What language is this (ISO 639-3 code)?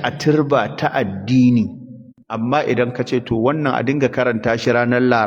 hau